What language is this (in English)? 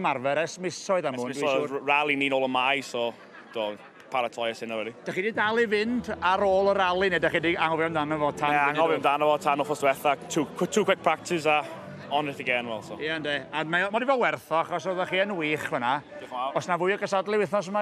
Welsh